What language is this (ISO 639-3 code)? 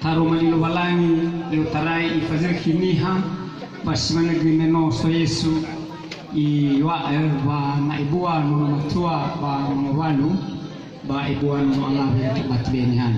nia